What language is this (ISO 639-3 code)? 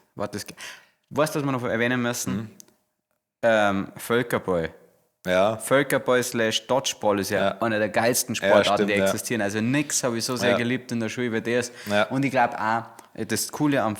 bar